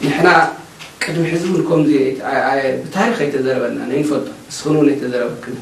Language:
Tigrinya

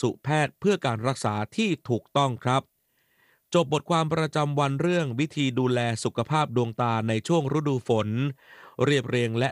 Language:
Thai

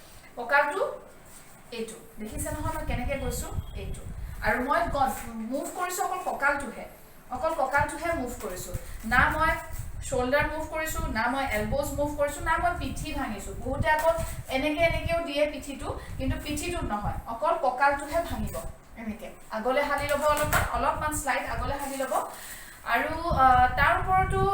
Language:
Assamese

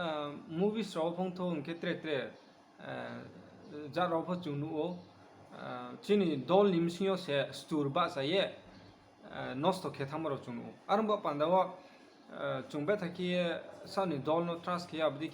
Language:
Riang (India)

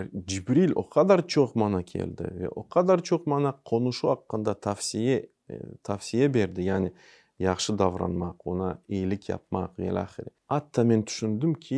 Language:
Crimean Tatar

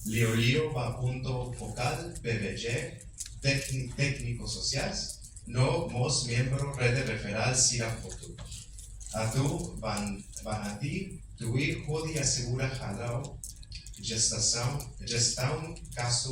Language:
Tetum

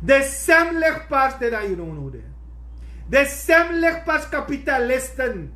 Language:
Sranan Tongo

